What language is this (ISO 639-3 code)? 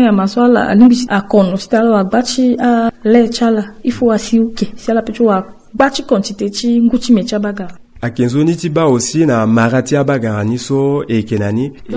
sag